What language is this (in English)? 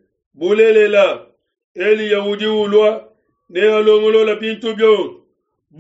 Luba-Lulua